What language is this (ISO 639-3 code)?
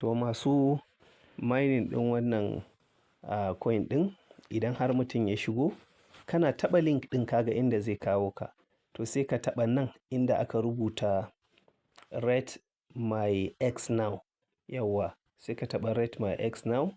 hau